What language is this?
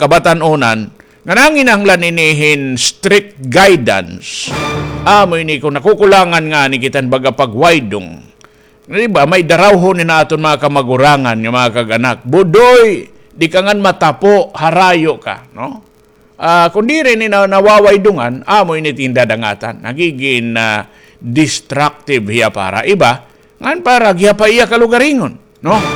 Waray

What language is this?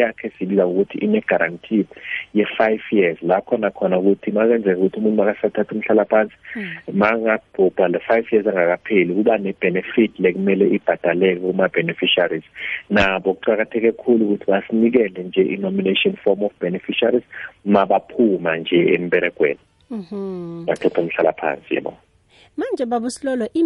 South Ndebele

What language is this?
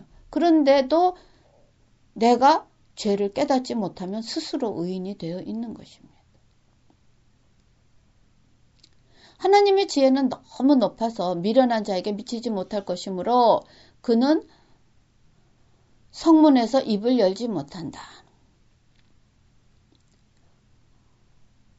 Korean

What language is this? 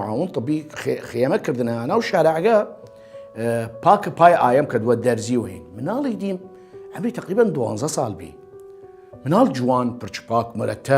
Southern Kurdish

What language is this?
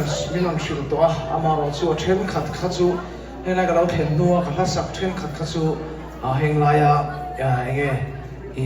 Mizo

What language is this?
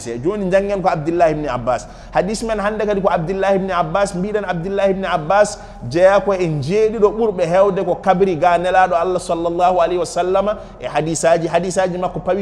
Fula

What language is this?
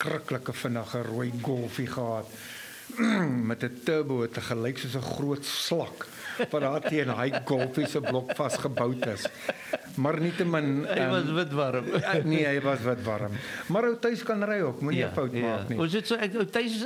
Afrikaans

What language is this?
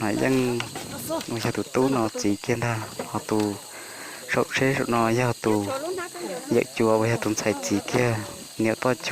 Hmong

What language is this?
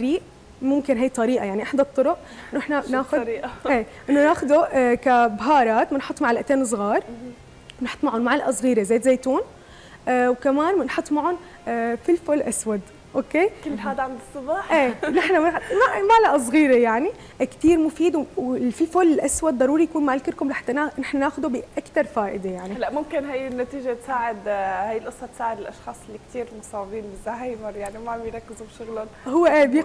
North Levantine Arabic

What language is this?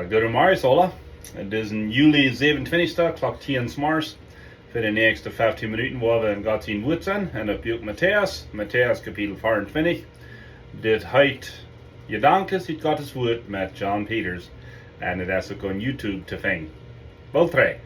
Plautdietsch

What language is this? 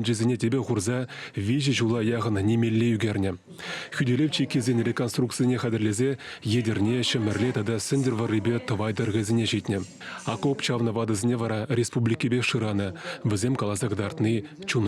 Chuvash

